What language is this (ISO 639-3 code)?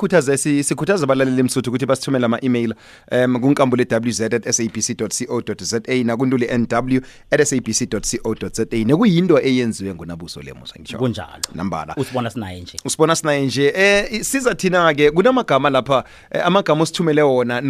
nbl